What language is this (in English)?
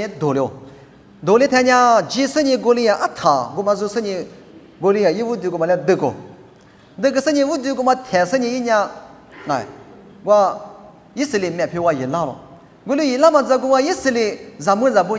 Lisu